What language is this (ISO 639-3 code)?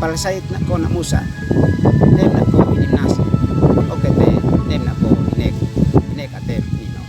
aoz